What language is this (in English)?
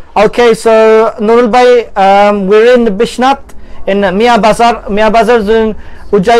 Sylheti